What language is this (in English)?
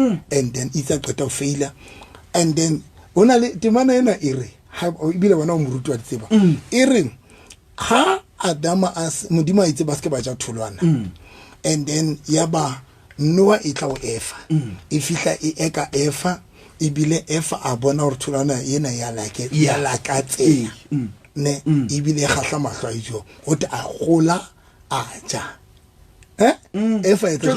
Southern Sotho